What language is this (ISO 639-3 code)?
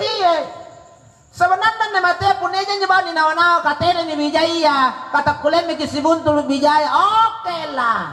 mak